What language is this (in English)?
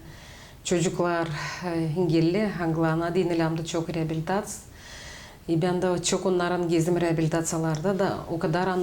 Gagauz